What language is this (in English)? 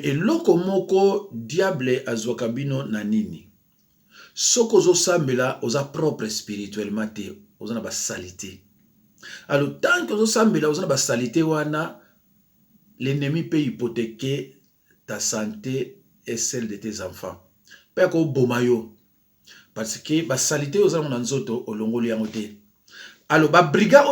Lingala